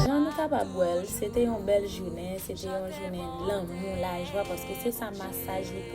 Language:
Haitian Creole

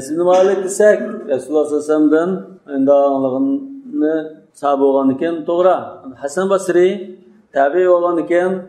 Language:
Uyghur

